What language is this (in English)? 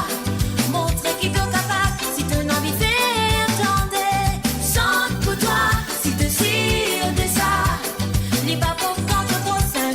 Morisyen